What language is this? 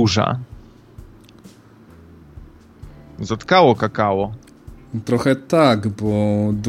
Polish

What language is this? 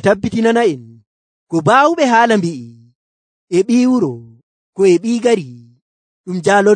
Nigerian Fulfulde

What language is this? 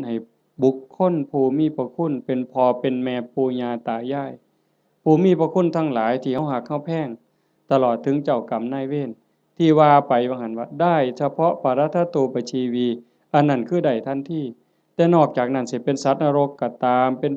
Northeastern Thai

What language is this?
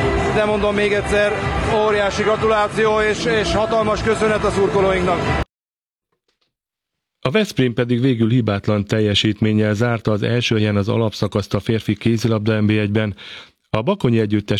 Hungarian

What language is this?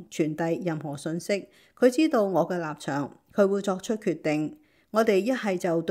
Cantonese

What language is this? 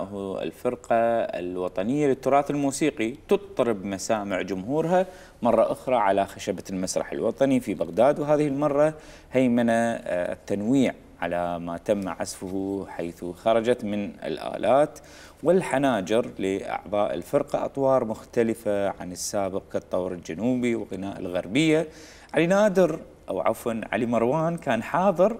Mesopotamian Arabic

